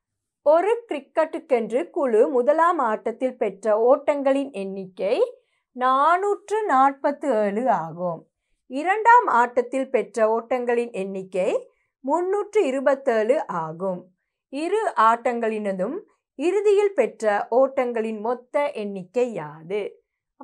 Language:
Tamil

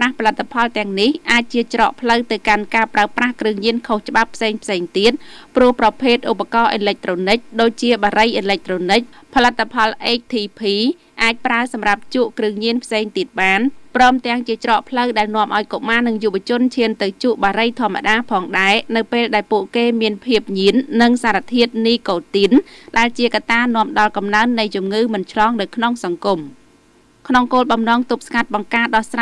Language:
Khmer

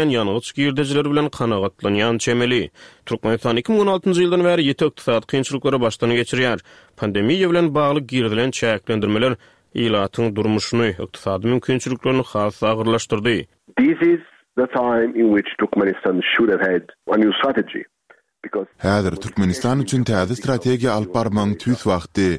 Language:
Turkmen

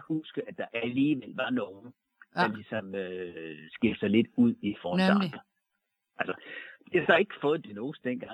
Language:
Danish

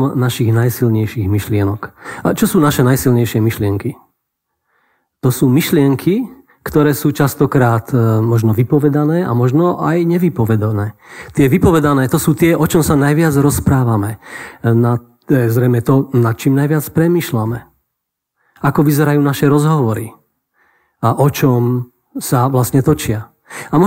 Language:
Slovak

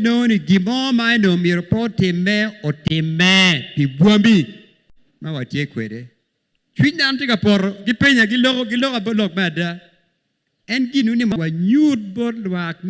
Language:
Acoli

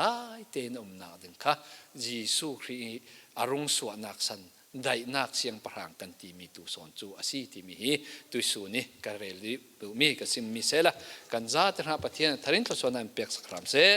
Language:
Falam Chin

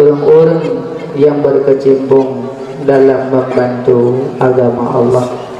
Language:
Achinese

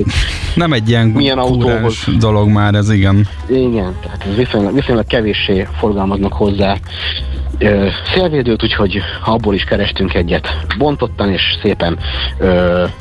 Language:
Hungarian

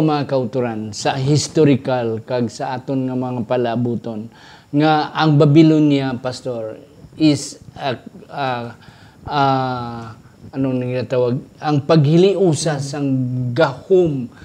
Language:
Hiligaynon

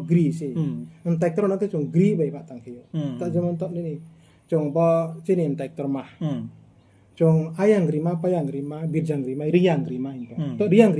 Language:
Riang (India)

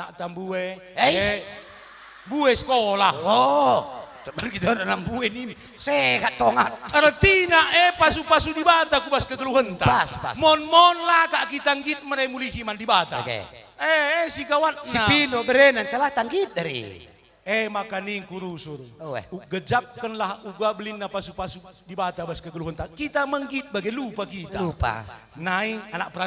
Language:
Batak Karo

